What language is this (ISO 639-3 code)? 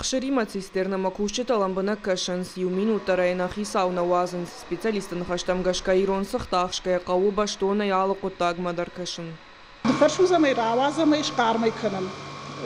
oss